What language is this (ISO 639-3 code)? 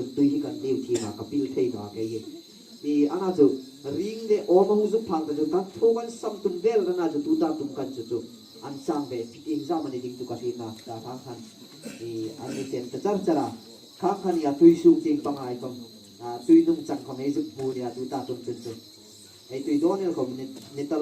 hmr